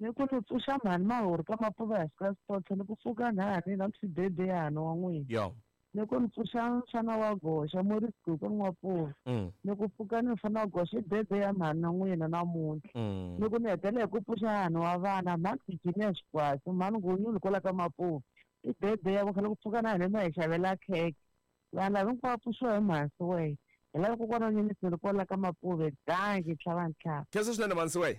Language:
Tsonga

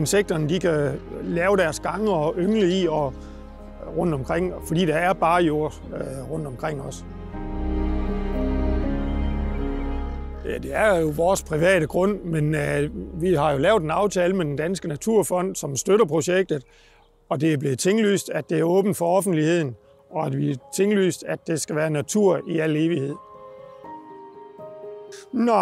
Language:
Danish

